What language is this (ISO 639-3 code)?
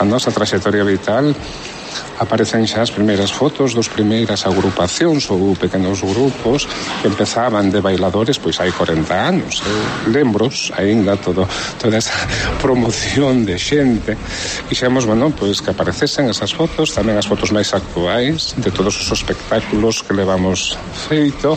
glg